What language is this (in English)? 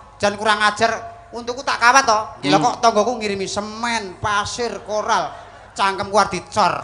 Javanese